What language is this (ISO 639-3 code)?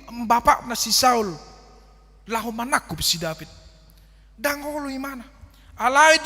bbc